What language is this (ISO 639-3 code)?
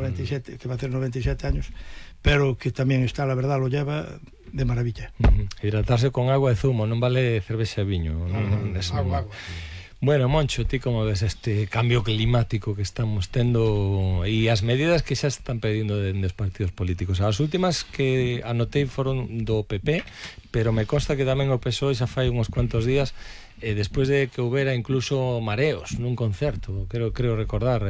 glg